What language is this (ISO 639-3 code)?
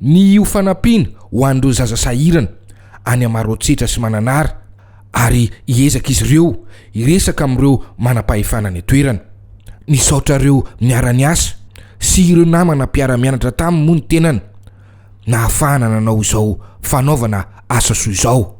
mlg